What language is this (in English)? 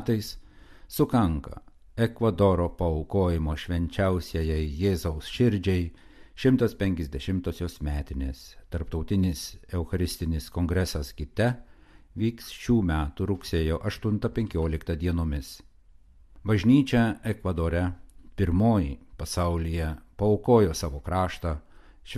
Lithuanian